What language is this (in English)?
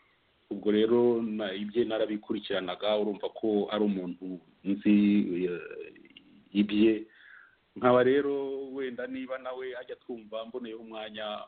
Kinyarwanda